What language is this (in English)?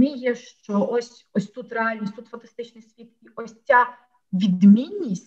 Ukrainian